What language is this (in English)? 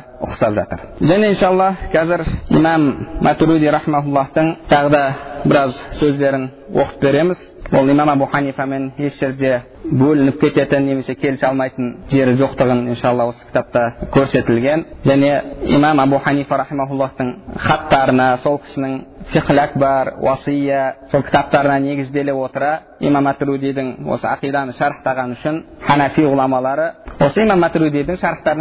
Kazakh